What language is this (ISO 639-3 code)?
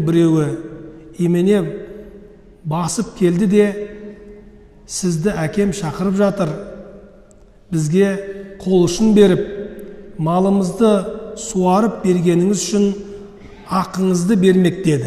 kaz